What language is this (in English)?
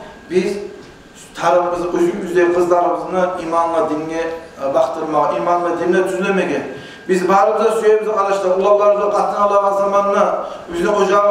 Kumyk